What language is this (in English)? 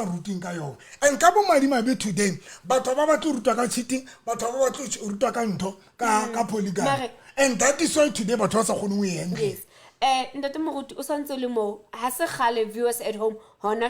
Southern Sotho